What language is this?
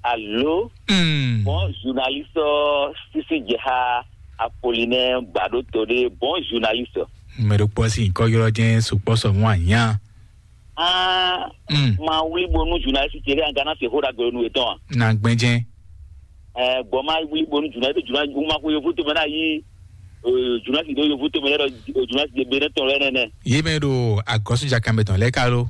Fon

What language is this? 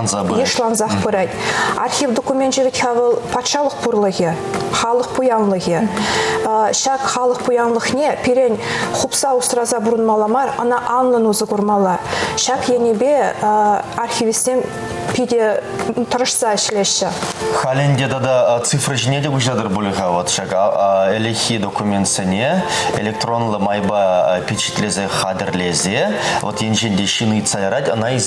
Chuvash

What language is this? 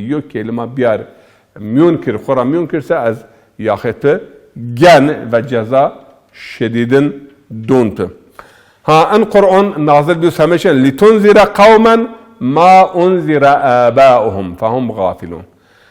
Zaza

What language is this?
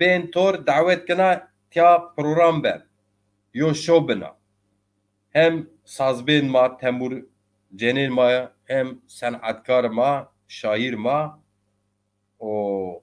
Zaza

